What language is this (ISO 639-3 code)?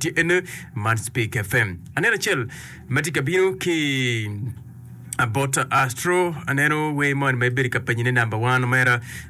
ach